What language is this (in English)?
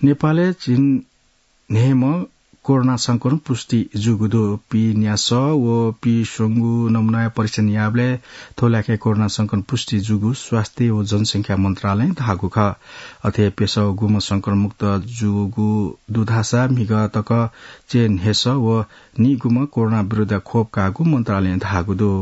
Newari